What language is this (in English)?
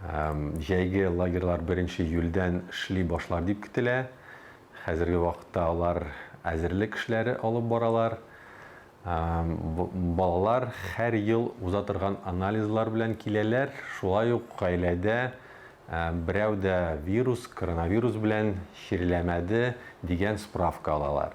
Tatar